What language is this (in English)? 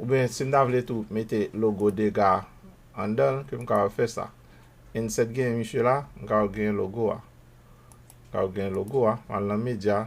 Haitian Creole